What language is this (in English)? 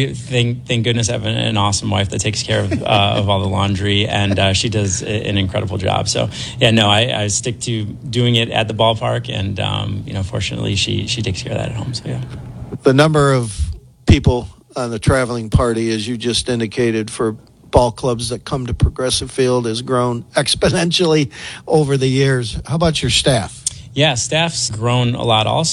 English